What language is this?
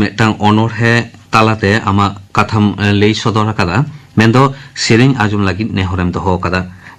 Santali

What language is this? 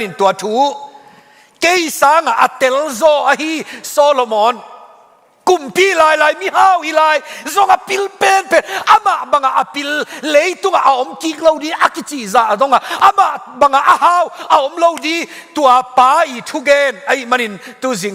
Tedim Chin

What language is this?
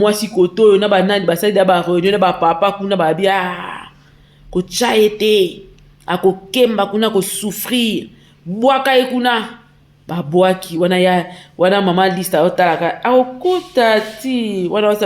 Lingala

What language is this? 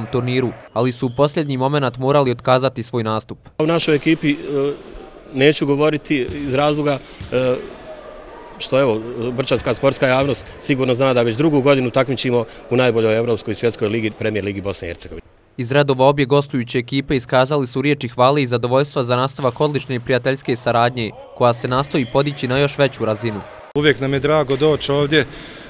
Bosnian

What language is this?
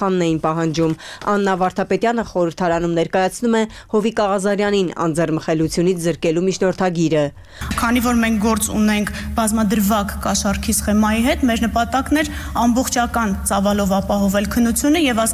Armenian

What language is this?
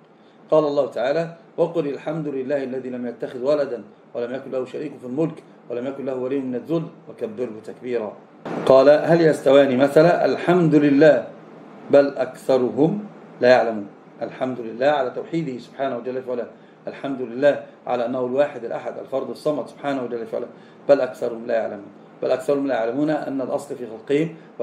Arabic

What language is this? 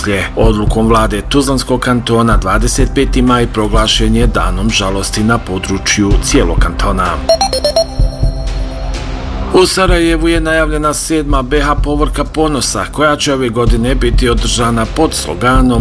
Bosnian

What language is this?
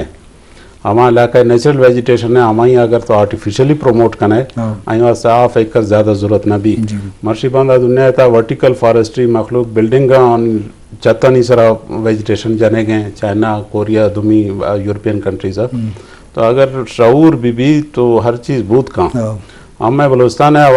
Eastern Balochi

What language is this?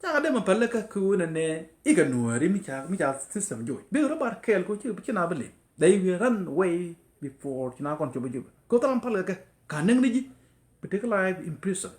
Nuer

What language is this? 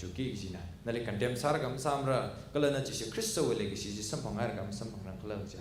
Tangkhul Naga (India)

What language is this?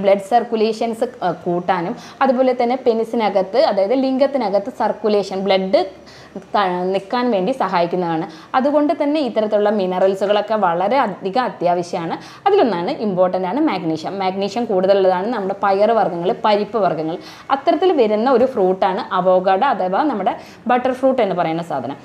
Malayalam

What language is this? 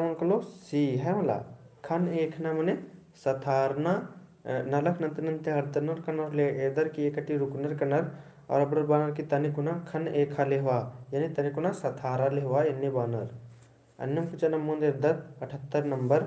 Kurukh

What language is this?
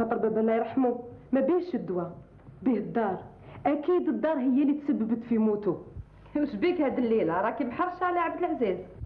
Algerian Arabic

